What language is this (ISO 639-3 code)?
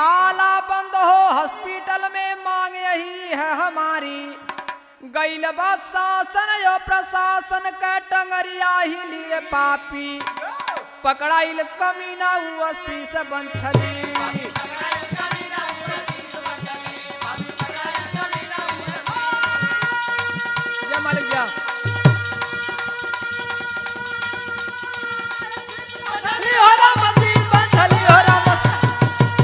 bho